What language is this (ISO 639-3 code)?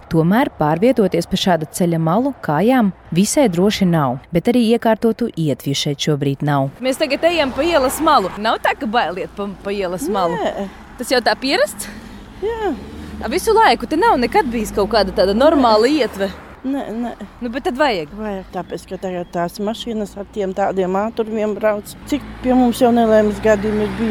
lav